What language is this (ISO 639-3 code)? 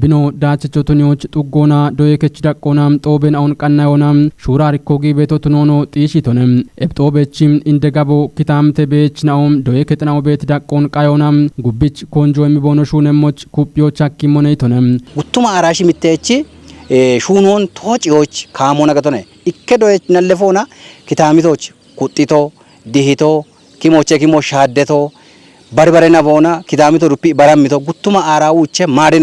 kbr